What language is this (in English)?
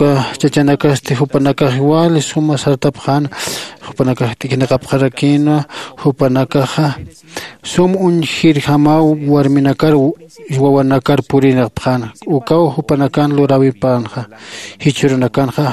Aymara